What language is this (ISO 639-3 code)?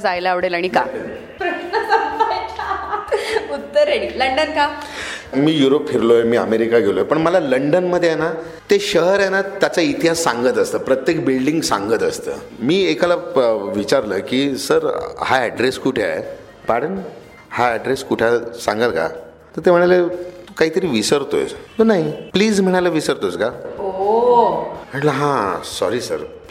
mar